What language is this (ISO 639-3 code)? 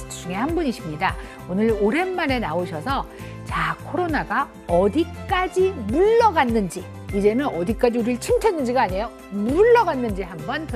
kor